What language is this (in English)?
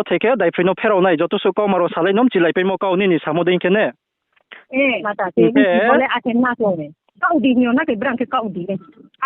Riang (India)